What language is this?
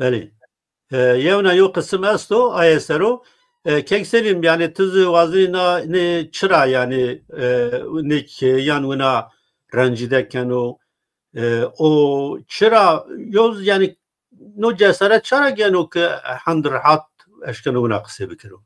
Zaza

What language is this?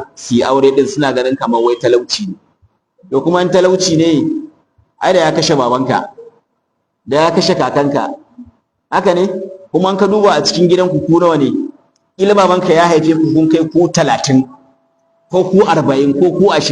Hausa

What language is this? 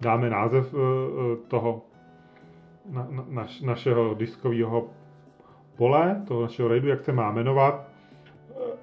Czech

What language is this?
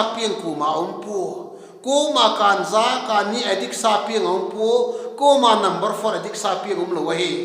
Vaiphei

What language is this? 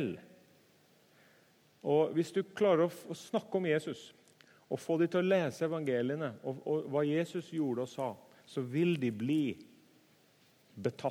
Norwegian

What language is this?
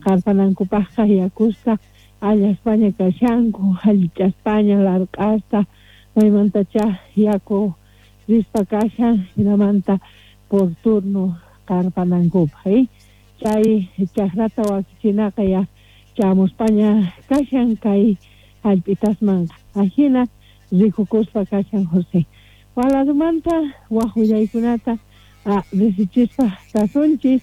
Quechua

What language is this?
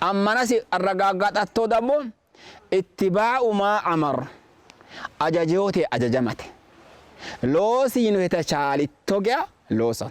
Sidamo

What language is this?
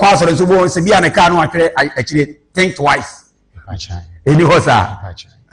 Akan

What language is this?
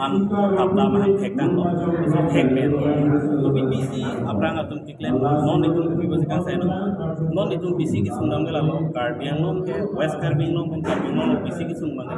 Karbi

